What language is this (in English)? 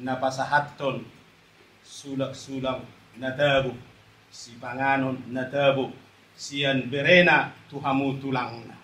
Batak Toba